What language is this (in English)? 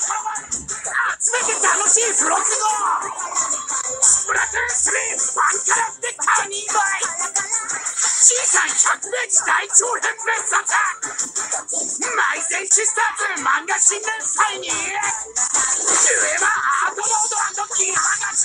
Japanese